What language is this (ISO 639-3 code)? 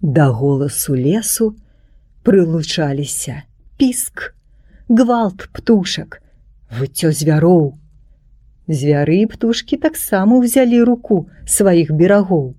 bel